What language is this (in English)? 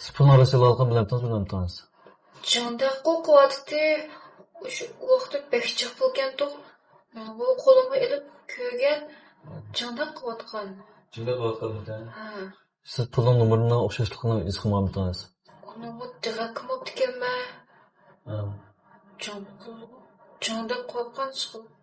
Uyghur